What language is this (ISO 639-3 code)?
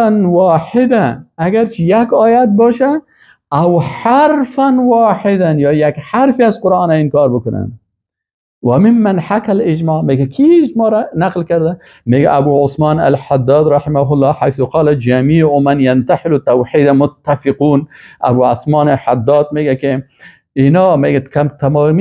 fas